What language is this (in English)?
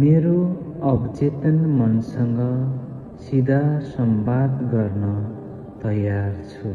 Nepali